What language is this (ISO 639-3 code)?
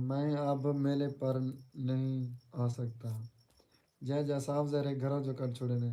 skr